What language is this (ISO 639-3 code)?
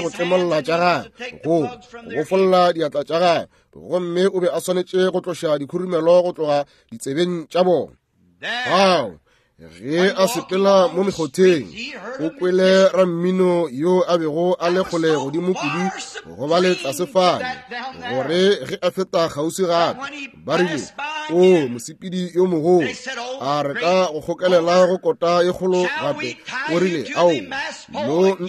nso